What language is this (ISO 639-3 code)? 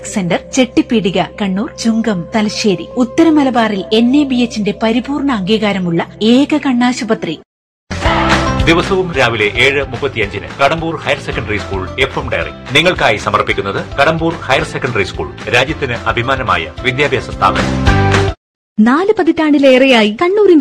mal